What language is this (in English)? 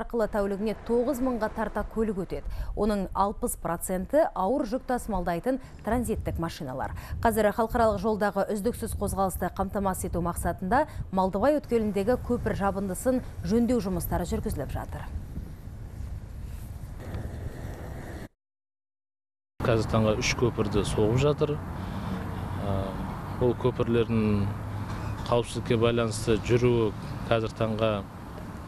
Kazakh